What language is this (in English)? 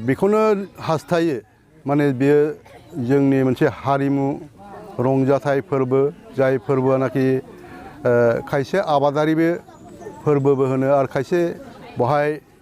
Bodo